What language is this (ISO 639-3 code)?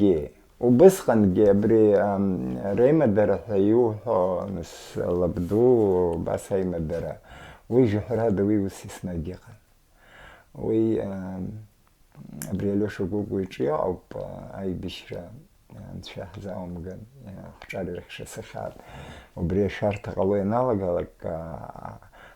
abk